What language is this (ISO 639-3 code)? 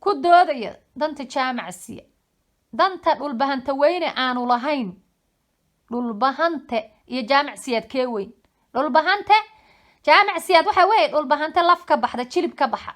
som